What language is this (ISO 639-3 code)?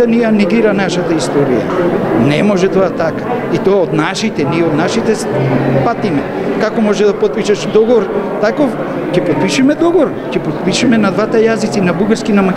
mkd